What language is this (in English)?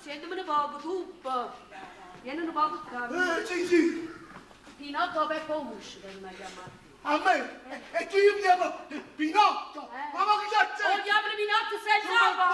Neapolitan